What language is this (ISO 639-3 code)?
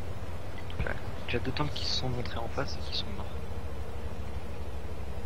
fra